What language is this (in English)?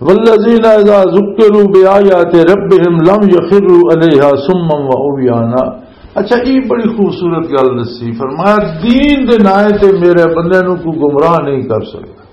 Western Panjabi